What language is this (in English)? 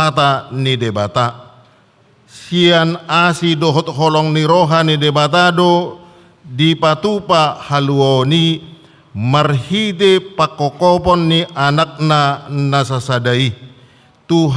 Batak Toba